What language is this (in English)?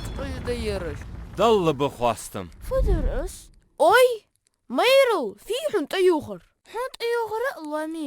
Ingush